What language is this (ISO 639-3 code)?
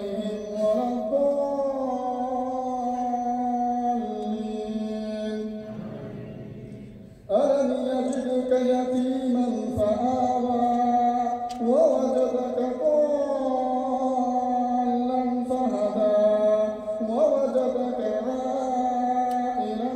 ara